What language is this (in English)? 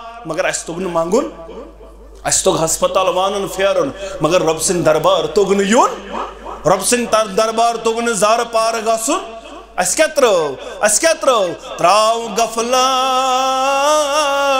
Kashmiri